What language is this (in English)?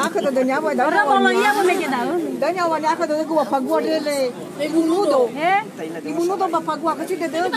Nias